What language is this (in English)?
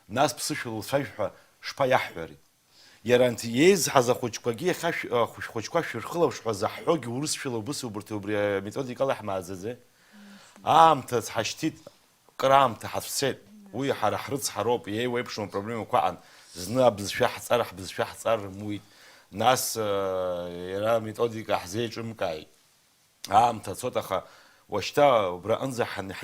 Abkhazian